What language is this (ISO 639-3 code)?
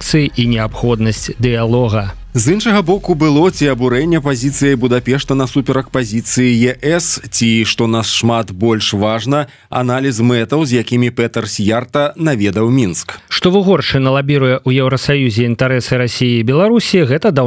bel